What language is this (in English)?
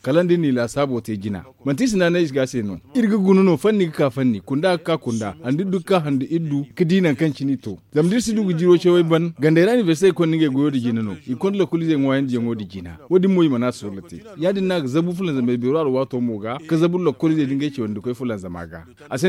Zarma